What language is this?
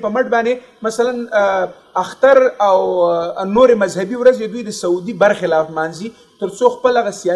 Pashto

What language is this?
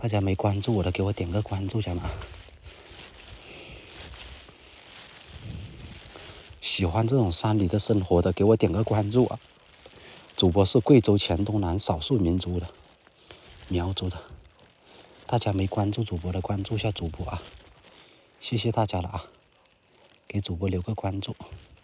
Chinese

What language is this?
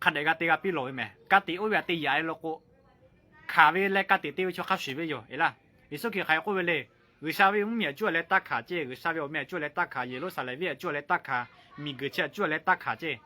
Lahu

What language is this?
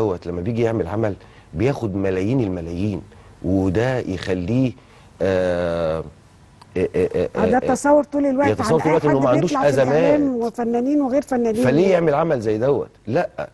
Egyptian Arabic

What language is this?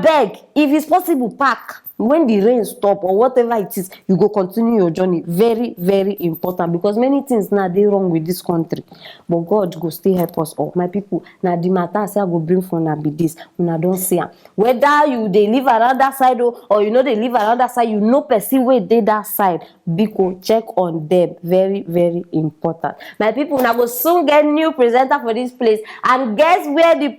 Nigerian Pidgin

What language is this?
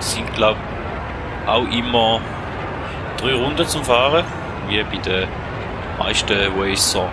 Swiss German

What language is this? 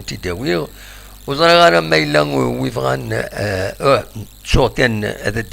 Kabyle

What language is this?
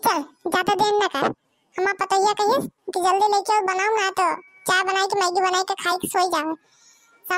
Bhojpuri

